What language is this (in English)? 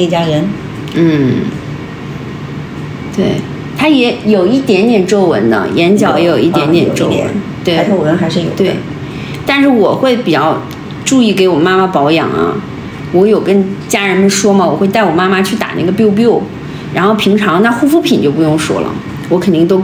Chinese